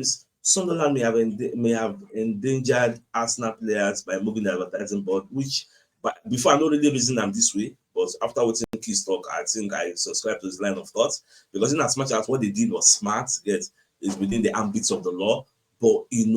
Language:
Nigerian Pidgin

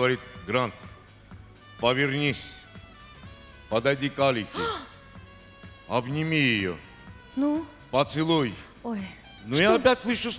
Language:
Russian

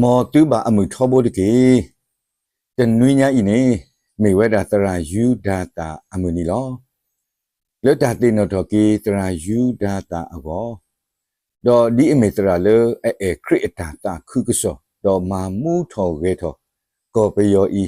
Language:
S'gaw Karen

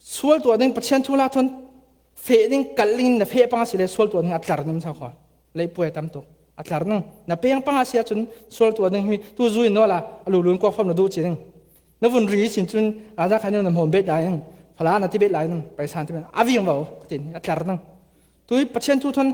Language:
Falam Chin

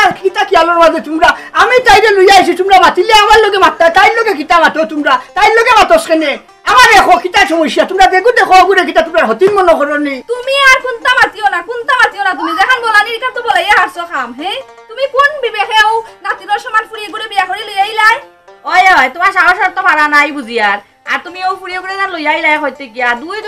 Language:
Sylheti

